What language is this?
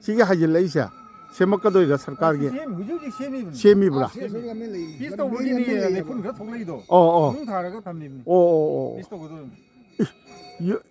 Manipuri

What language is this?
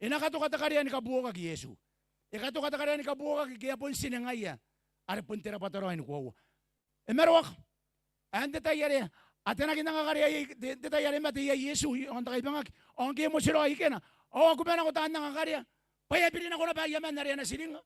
Gilbertese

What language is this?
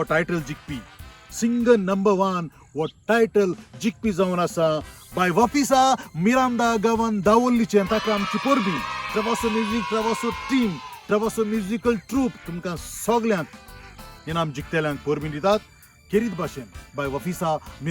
Konkani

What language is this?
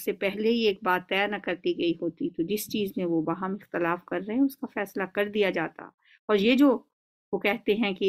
Urdu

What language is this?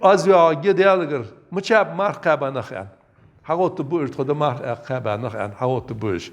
Ingush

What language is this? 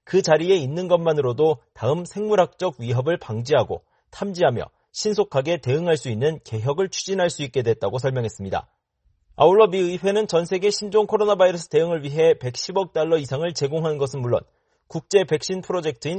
Korean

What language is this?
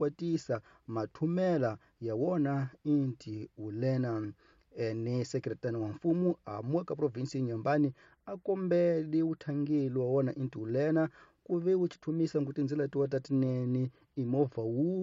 Tsonga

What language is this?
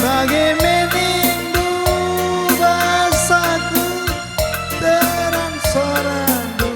Batak Karo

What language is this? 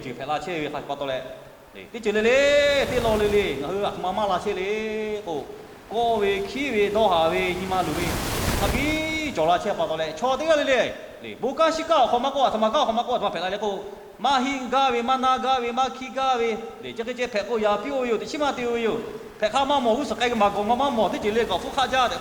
Lahu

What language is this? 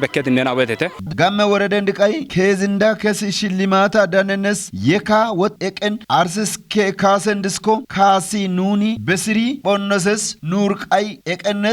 Kafa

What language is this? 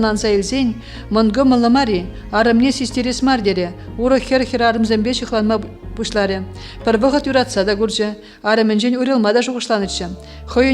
Chuvash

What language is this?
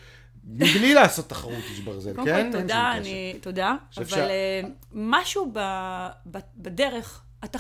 Hebrew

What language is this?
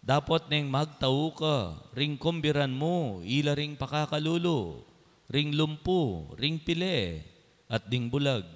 Pampanga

